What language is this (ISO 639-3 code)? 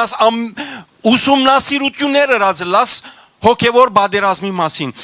hyw